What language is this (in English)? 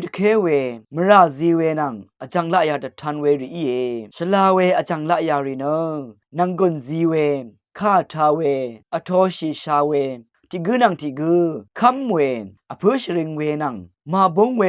Rawang